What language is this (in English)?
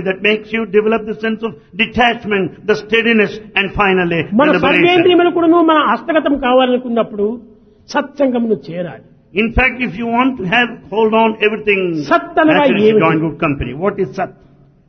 Telugu